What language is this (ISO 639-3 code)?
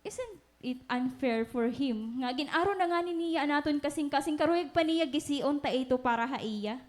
war